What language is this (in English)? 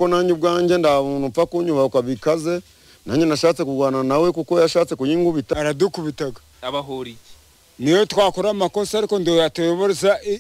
Kinyarwanda